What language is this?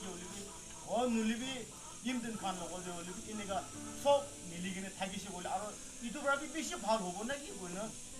Naga Pidgin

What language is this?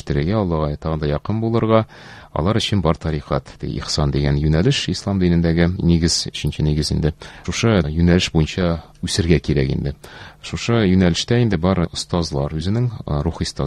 Tatar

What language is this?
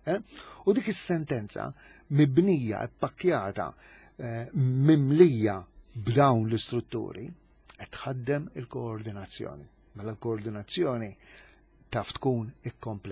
Maltese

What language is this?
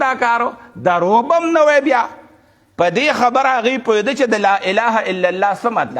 Pashto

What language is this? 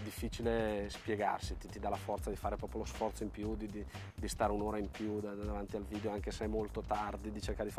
Italian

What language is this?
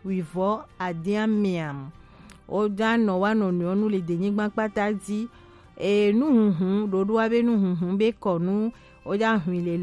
Gen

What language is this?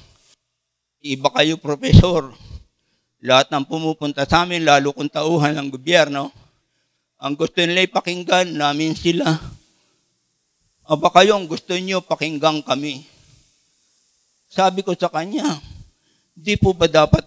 Filipino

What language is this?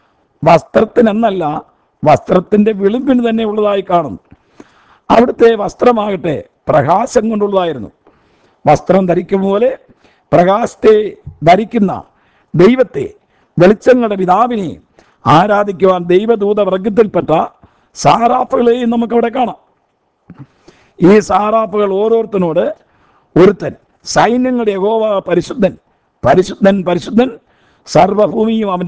Malayalam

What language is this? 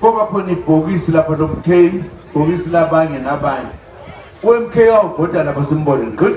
Zulu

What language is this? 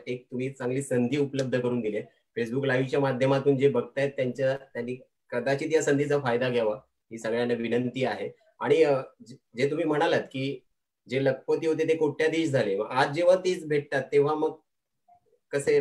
Marathi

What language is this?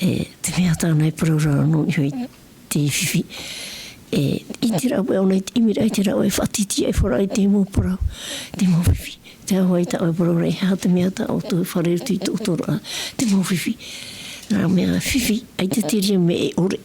Tahitian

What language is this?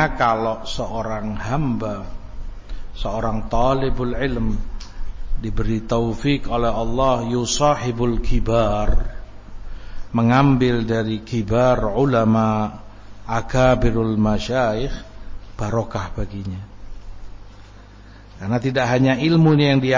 Indonesian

